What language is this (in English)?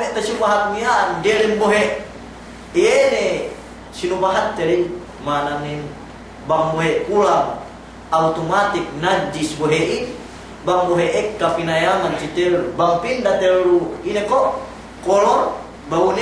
Yakan